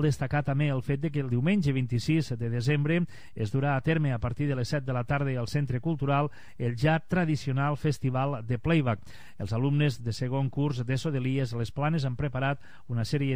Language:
Catalan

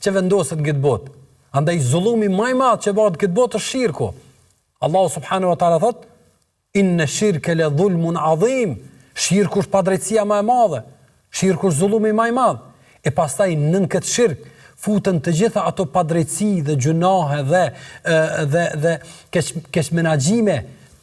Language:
Albanian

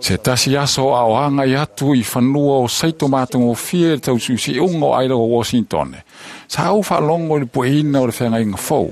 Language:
Samoan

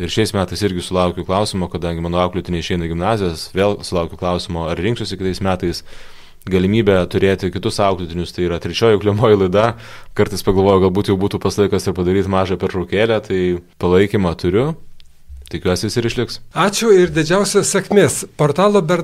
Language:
Lithuanian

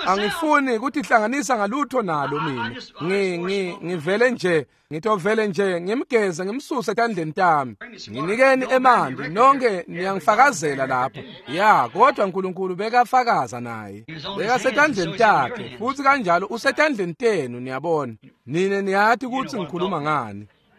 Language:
Swati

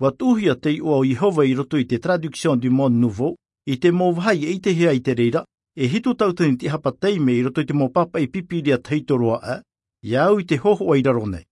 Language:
Tahitian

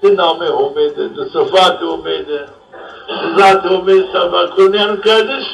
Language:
Zaza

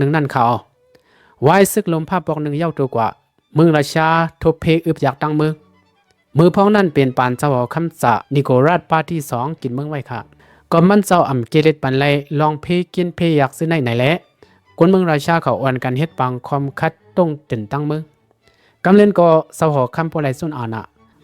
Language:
Shan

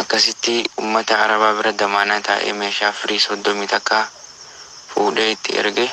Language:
Oromo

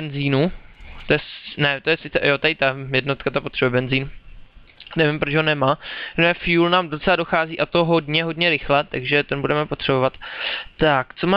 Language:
Czech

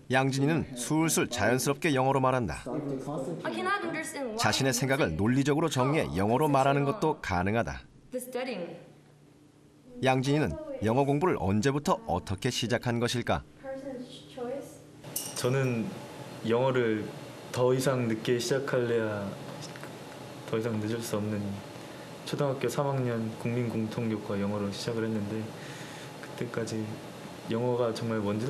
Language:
Korean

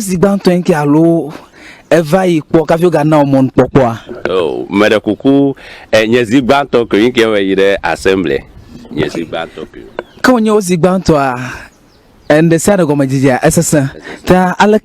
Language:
Ewe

